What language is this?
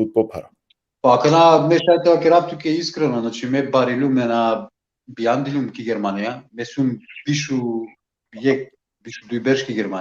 Balkan Romani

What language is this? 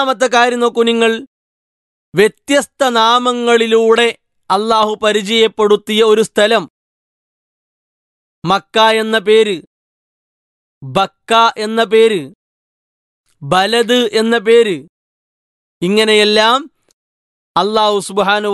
Malayalam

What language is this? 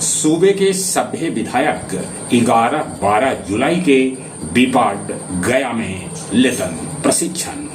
Magahi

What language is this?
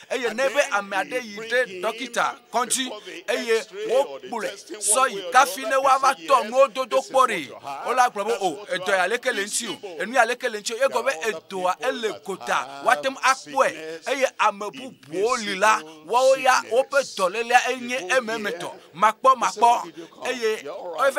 Ewe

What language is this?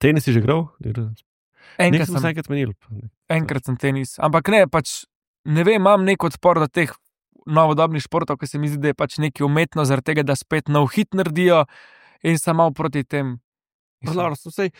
Slovenian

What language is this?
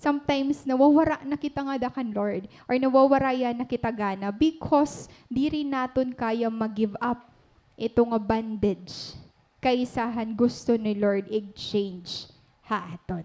Waray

